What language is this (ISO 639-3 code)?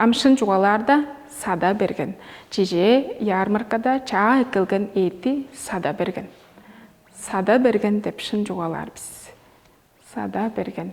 tyv